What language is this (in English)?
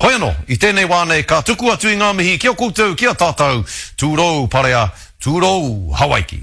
Māori